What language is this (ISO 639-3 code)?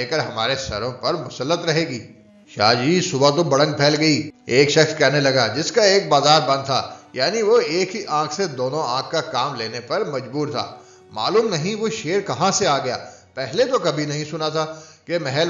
urd